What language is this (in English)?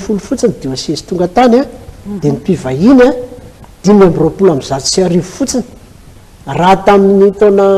Malagasy